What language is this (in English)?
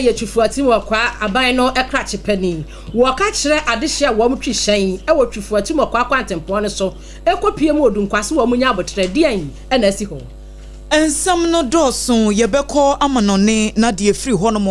Akan